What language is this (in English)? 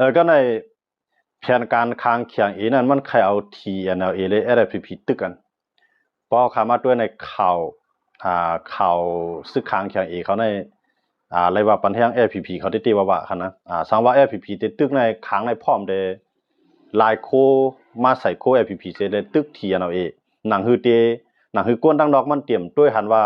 Shan